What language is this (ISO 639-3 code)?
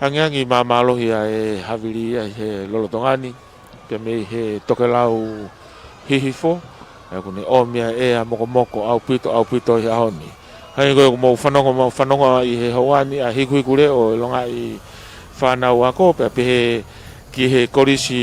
ton